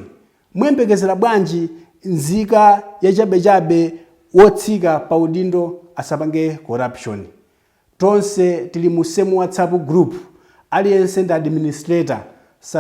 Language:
Nyanja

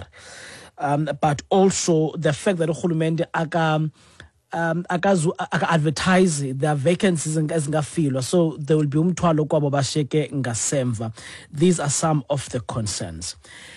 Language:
Xhosa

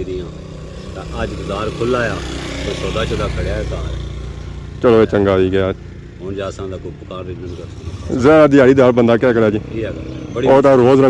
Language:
Pahari-Potwari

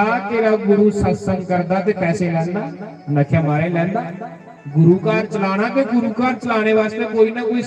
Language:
Dogri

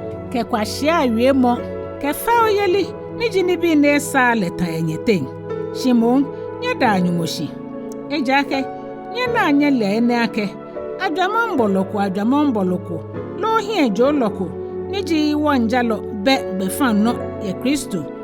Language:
Ga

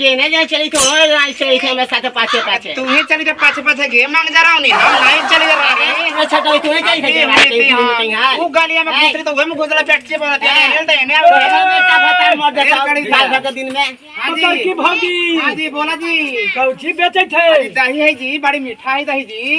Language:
Magahi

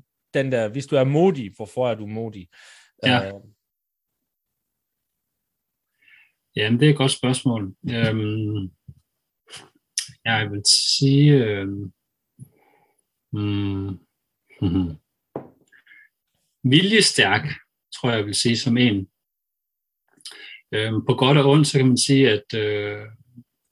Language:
Danish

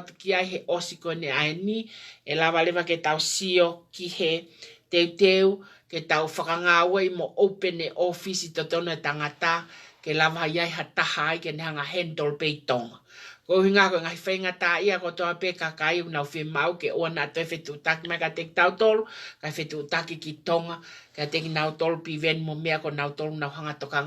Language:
Tongan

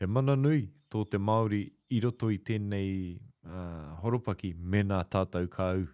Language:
Māori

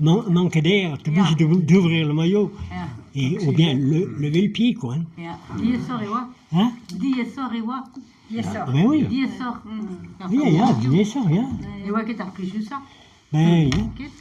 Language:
Breton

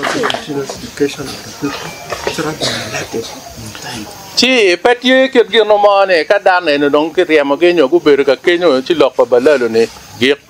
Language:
Acoli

